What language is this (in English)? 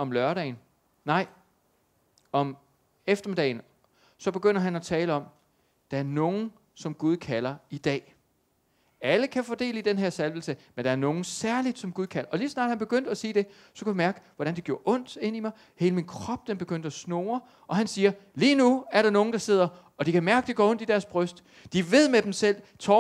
Danish